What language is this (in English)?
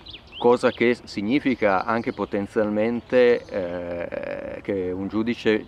Italian